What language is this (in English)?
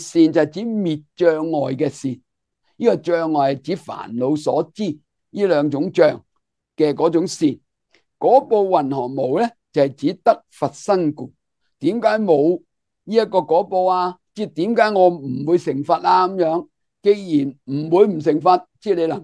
Cantonese